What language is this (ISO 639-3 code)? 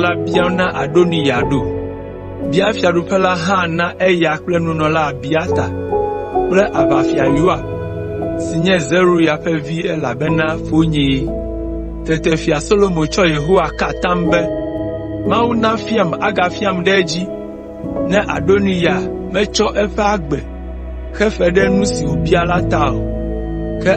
ewe